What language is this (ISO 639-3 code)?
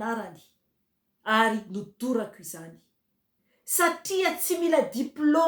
mlg